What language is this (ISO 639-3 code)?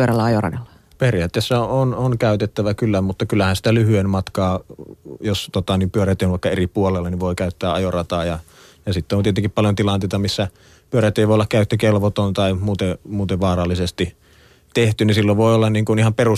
fin